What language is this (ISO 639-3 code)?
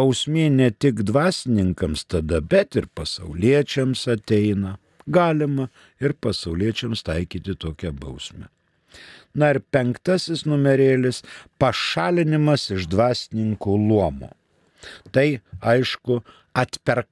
lit